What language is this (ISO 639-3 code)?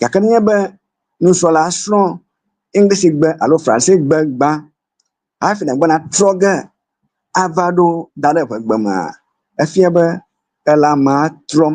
ewe